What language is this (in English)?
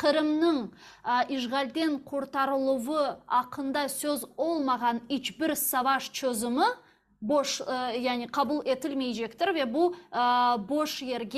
Crimean Tatar